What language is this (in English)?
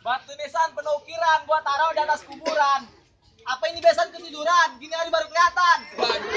Betawi